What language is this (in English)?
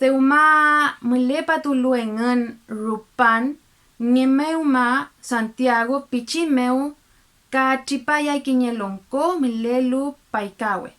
Mapuche